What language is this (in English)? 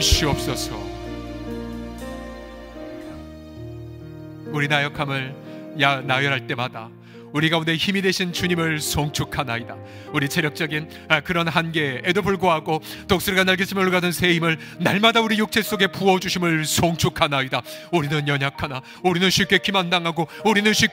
Korean